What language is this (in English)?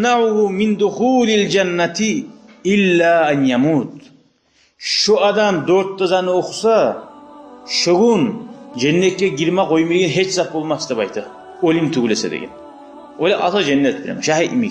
Kumyk